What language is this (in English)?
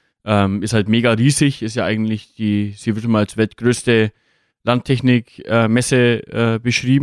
German